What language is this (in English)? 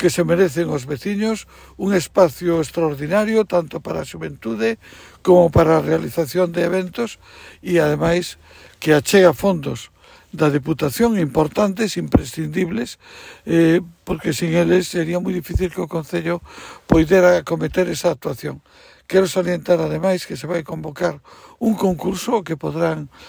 Galician